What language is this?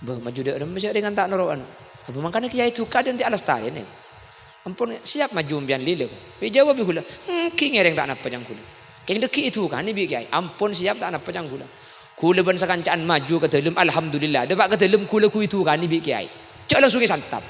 Madurese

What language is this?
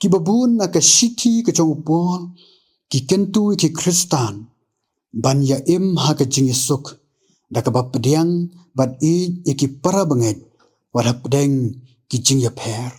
Khasi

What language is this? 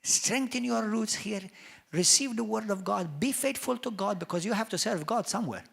English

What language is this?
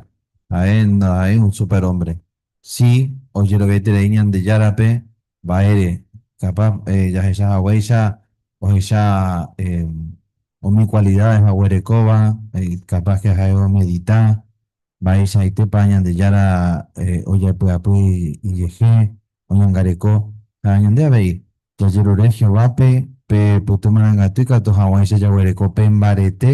Guarani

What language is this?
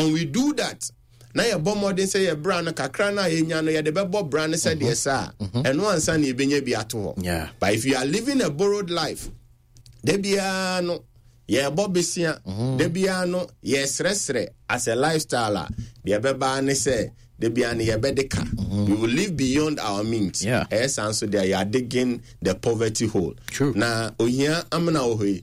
Akan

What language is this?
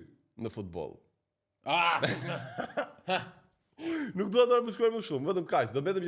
Albanian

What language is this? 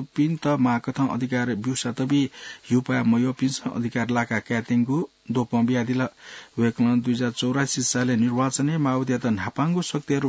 Newari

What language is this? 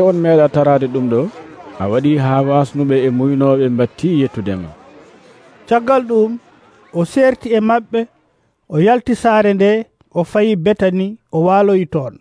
Nigerian Fulfulde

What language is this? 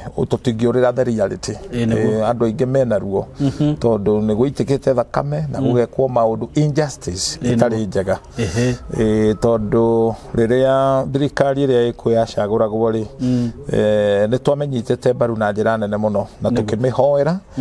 Kikuyu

